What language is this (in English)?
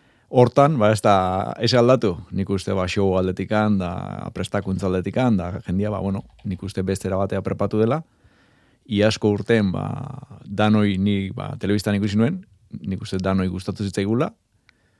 Basque